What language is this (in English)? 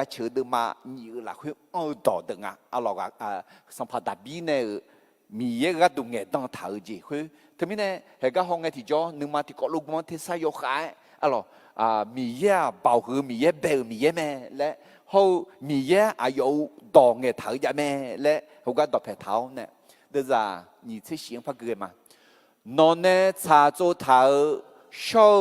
Akha